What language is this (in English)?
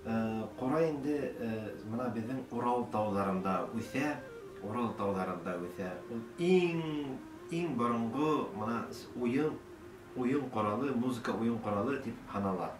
Bashkir